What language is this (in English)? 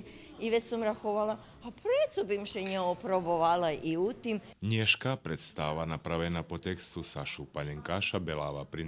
Rusyn